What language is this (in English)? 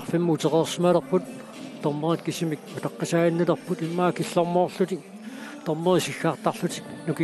Kalaallisut